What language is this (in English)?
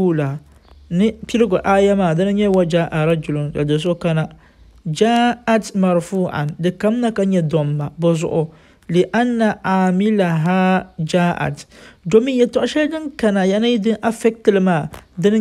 Dagbani